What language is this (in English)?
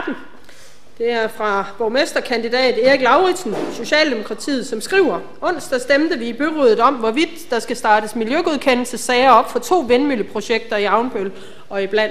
Danish